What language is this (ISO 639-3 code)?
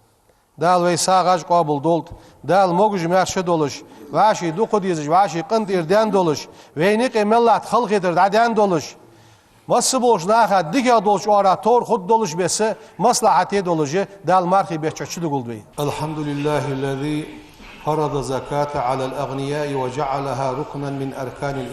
inh